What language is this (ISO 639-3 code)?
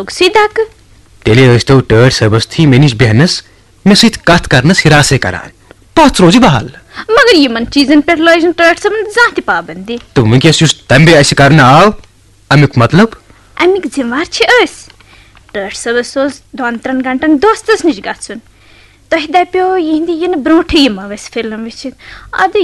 kas